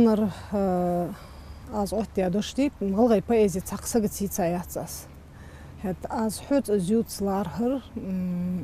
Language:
Ingush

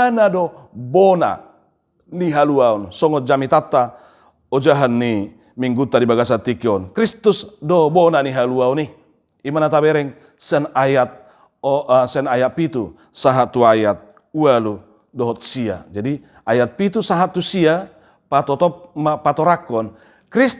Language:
Batak Toba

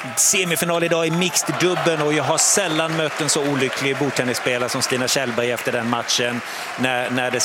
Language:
Swedish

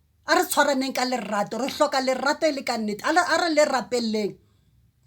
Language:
Southern Sotho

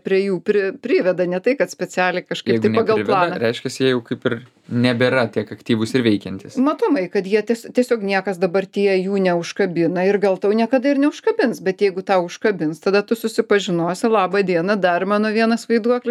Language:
Lithuanian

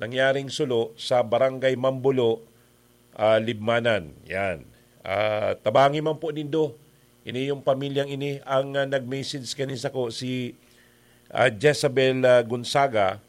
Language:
Bikol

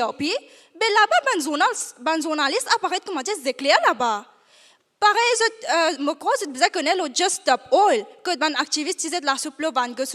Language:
Morisyen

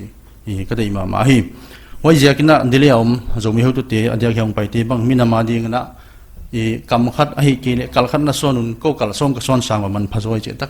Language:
Paite Chin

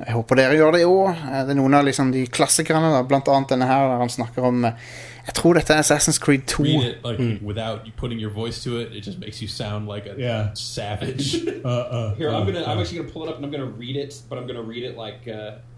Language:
Norwegian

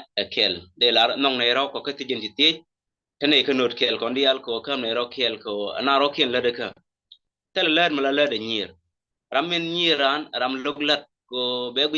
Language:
Nuer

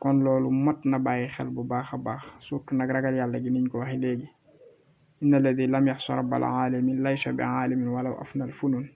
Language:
Wolof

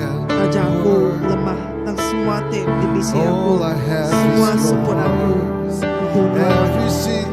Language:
Iban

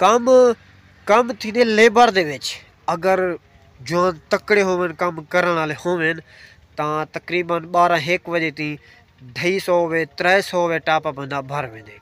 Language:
Saraiki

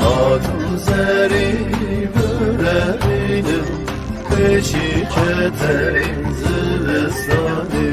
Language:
Zaza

